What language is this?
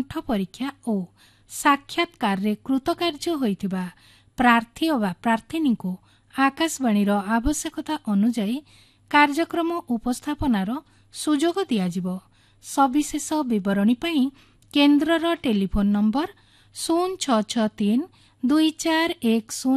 Odia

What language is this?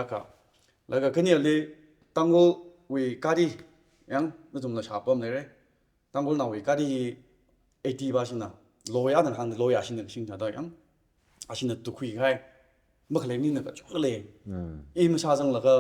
Tangkhul Naga (India)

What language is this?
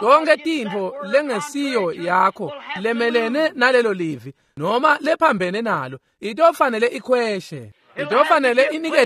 Swati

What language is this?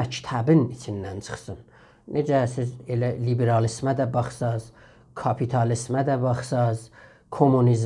South Azerbaijani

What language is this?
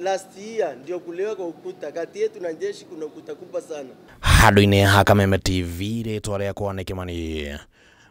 Kikuyu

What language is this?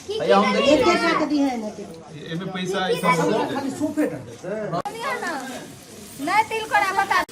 Maithili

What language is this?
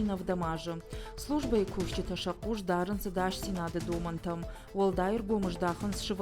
Ossetic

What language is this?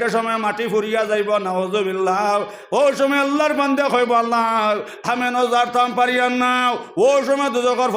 Sylheti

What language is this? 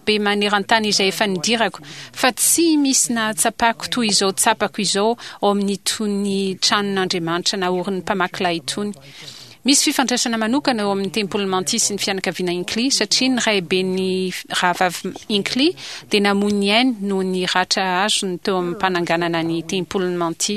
Malagasy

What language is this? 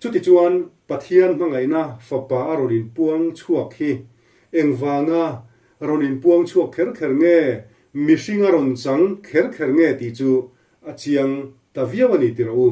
Mizo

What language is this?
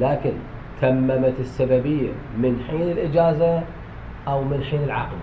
Mesopotamian Arabic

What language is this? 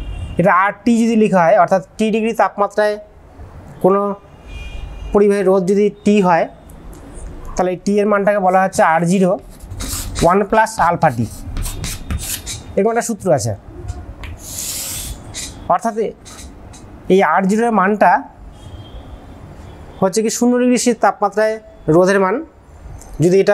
Bangla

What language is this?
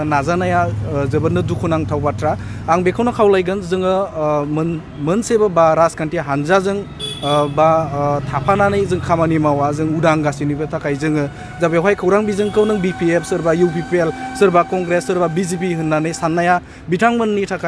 Bodo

